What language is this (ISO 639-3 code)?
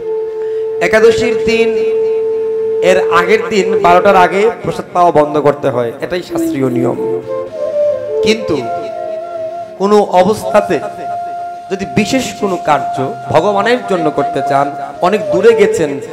ben